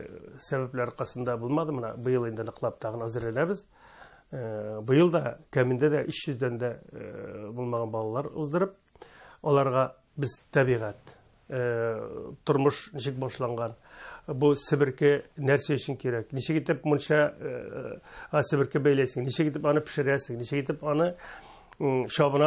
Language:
Tatar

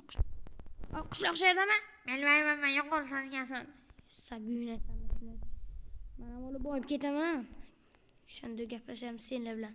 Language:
Uzbek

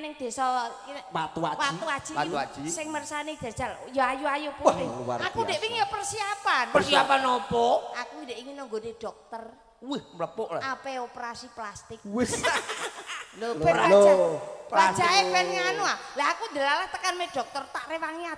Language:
Javanese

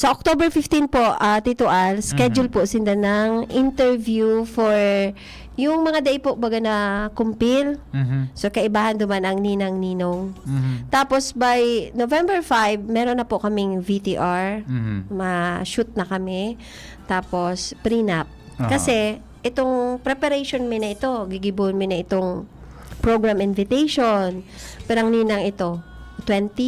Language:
Bikol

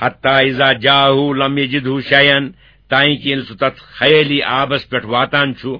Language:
Kashmiri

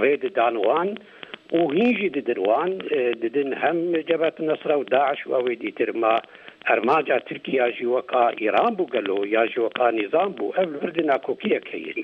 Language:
Kurdish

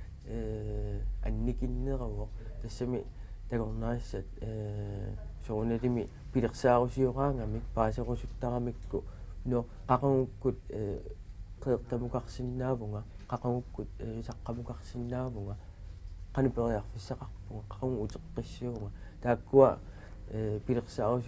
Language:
Kalaallisut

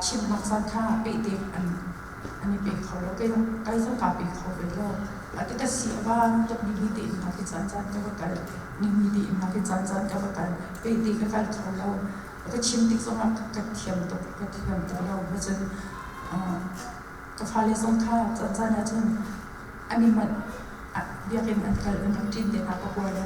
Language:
Hakha Chin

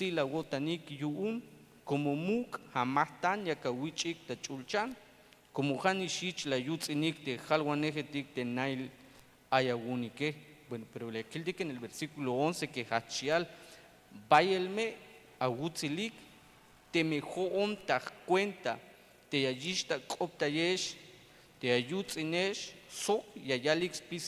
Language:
Tzeltal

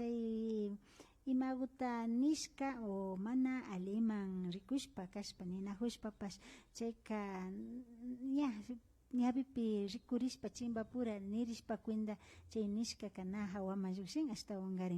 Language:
Imbabura Highland Quichua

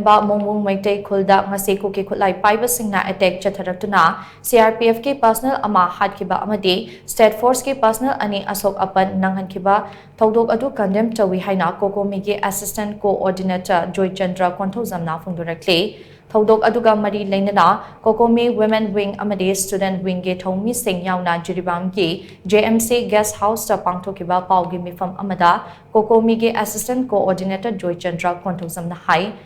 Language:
Manipuri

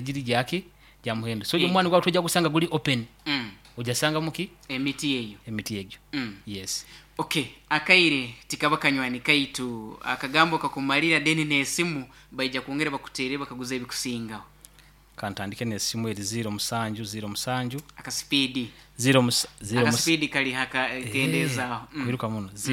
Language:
Nyoro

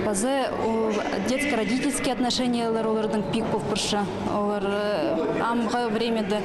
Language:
Khakas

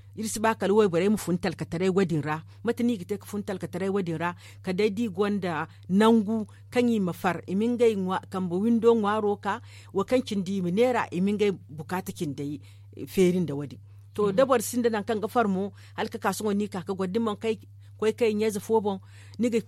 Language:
Zarma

